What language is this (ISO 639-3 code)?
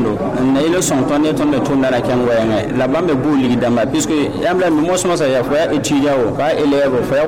mos